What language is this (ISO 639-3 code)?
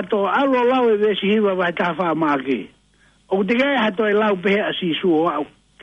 ton